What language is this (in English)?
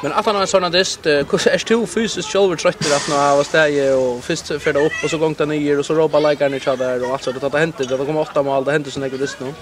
Faroese